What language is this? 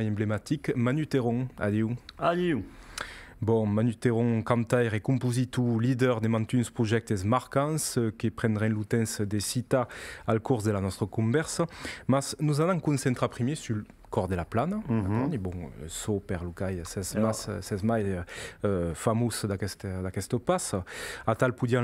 Occitan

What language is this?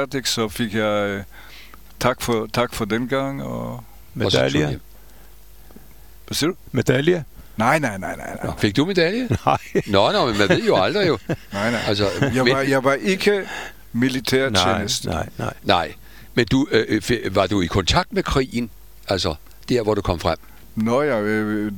Danish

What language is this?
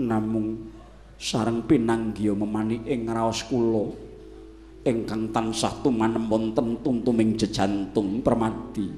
Javanese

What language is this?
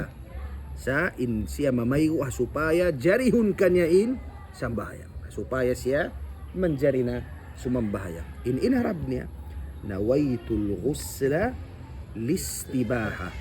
Tausug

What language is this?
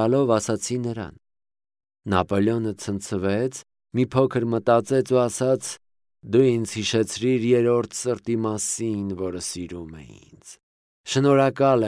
Armenian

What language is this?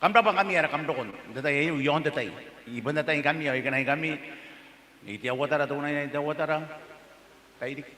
Gilbertese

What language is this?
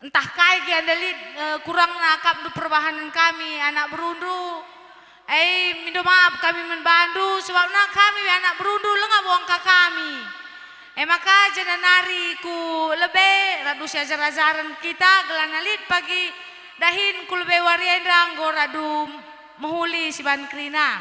Batak Karo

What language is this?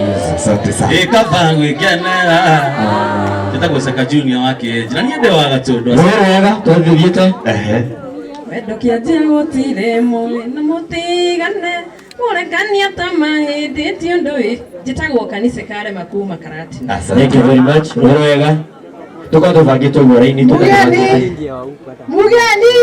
Kikuyu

